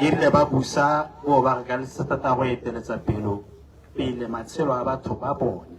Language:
Tswana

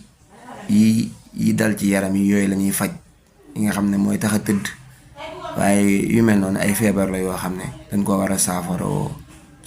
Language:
Wolof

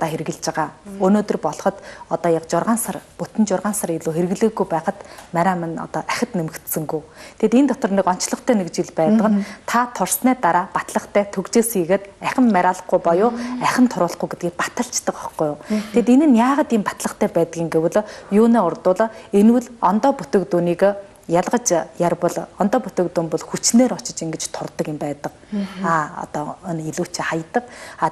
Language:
Mongolian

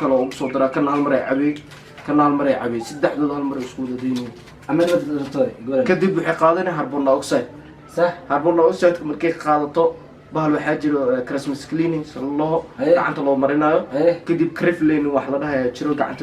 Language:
Somali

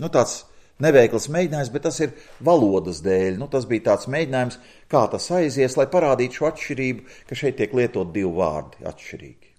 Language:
Latvian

